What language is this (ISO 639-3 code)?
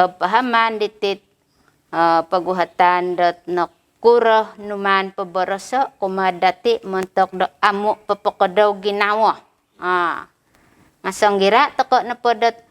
dtp